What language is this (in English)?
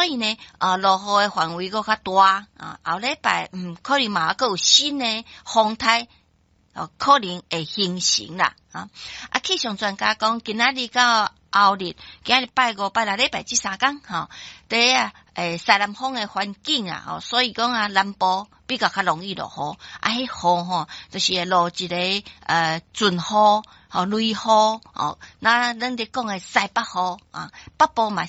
Min Nan Chinese